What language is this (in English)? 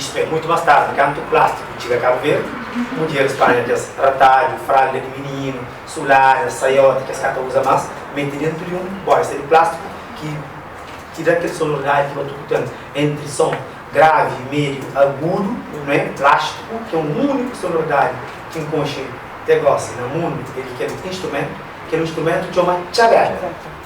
Kabuverdianu